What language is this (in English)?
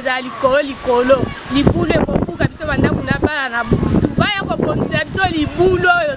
Lingala